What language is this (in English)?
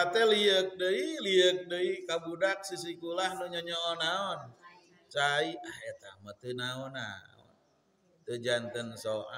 Sundanese